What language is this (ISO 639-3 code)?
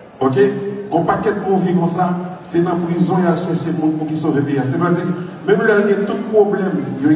hat